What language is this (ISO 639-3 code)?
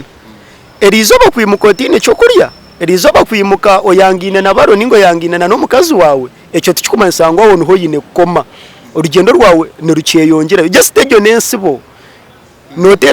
nyn